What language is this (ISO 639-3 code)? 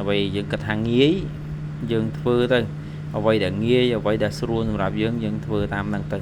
khm